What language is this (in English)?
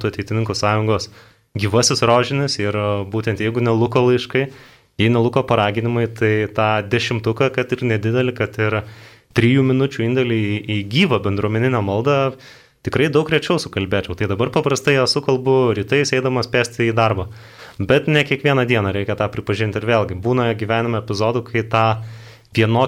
Lithuanian